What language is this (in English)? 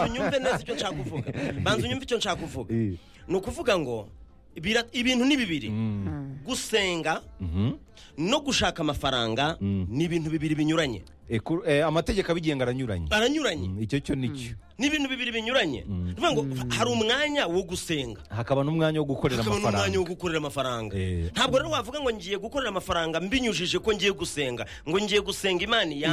Kinyarwanda